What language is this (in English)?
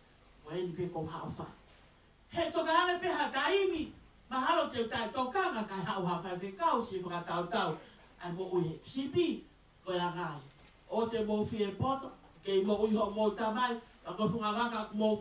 Tongan